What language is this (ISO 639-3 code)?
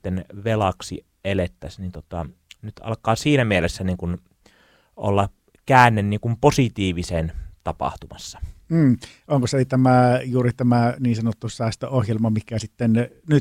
fin